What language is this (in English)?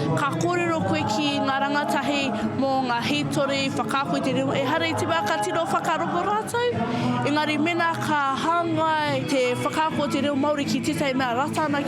Māori